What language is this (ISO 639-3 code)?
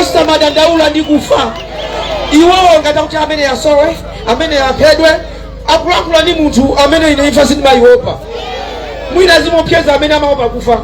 nya